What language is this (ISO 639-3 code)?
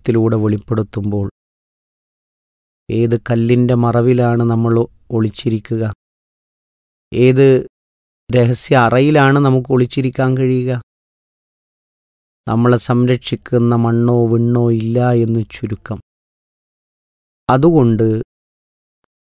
mal